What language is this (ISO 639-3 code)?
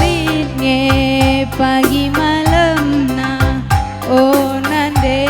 btx